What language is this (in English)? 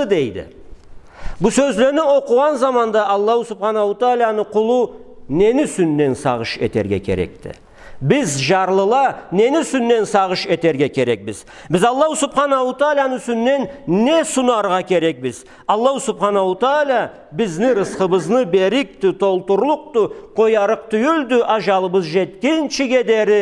Karachay-Balkar